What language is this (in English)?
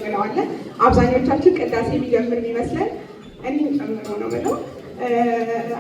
Amharic